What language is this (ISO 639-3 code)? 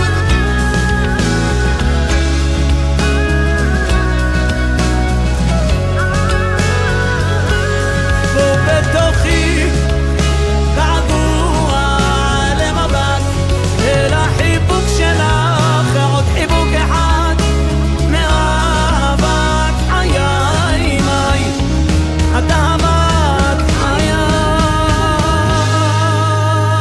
heb